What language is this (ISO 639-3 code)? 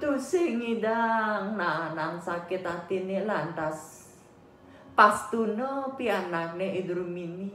ban